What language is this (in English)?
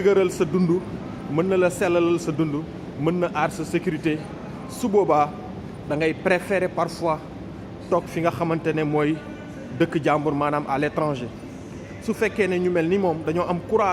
Wolof